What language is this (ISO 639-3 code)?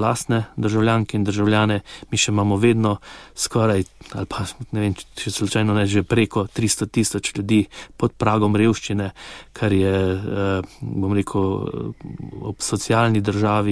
slv